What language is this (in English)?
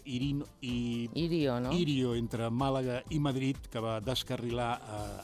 Catalan